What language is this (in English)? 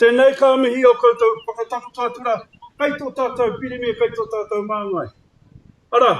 Māori